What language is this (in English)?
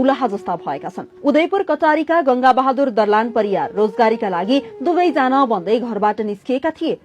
Nepali